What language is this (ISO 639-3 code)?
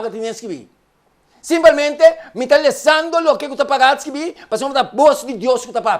pap